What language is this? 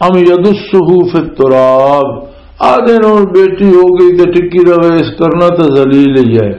Western Panjabi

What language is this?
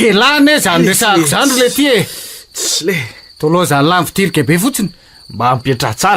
Malagasy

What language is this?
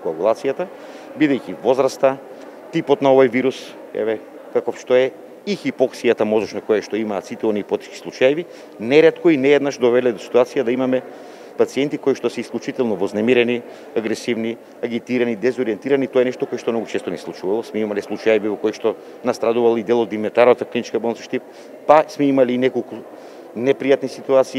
Macedonian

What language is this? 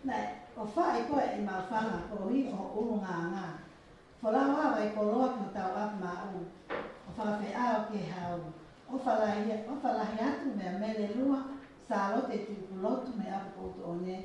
Tongan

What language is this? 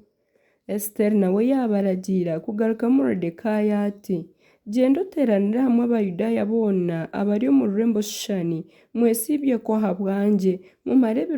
Nyankole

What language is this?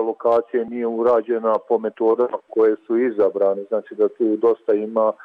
Bosnian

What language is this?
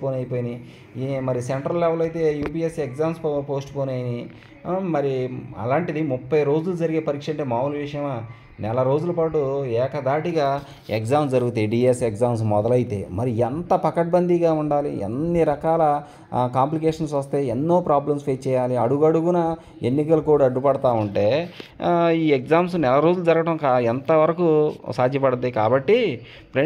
Telugu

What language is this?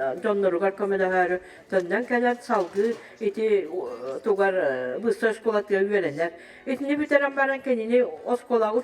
Yakut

